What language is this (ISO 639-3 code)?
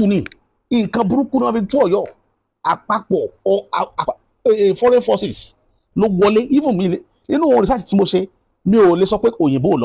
yor